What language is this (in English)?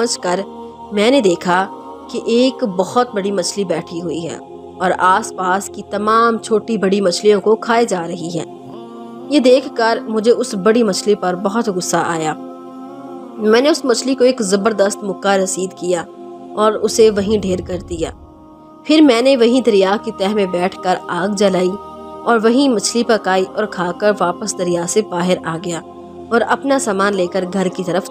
Urdu